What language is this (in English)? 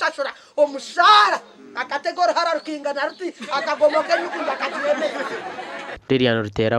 Nyankole